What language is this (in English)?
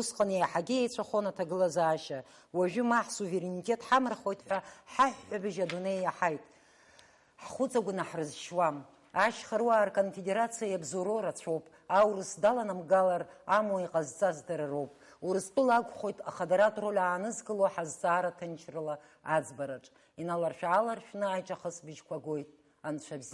Abkhazian